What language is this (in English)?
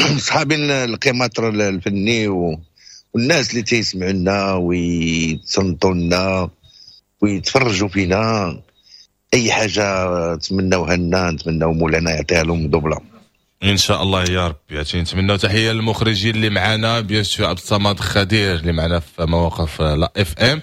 Moroccan Arabic